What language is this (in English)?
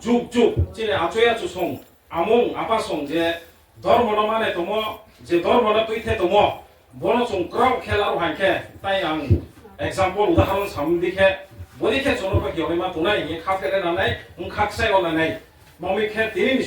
Riang (India)